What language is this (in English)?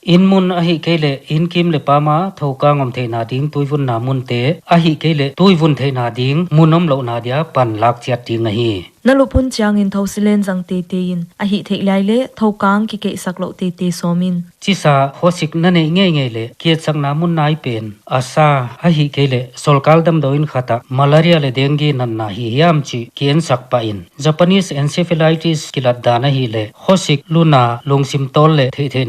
Paite Chin